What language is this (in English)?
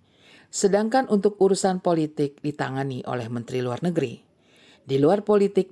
Indonesian